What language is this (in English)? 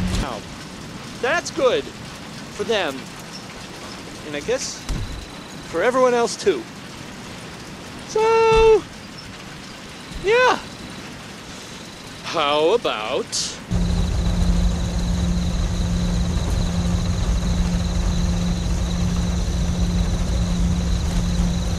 English